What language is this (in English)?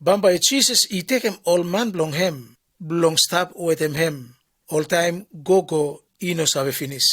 Bislama